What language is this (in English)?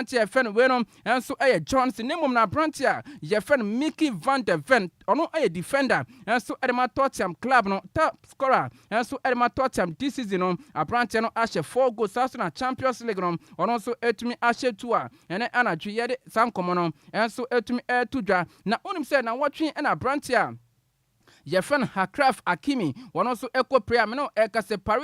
Akan